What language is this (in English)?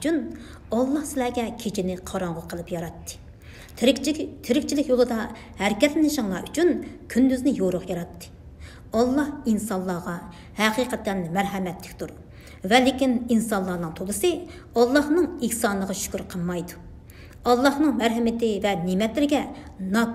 Uyghur